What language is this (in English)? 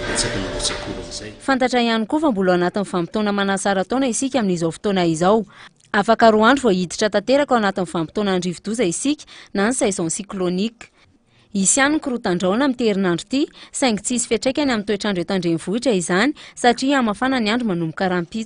Malagasy